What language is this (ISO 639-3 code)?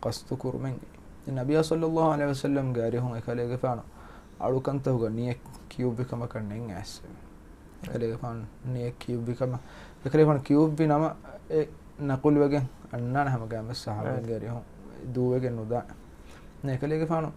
div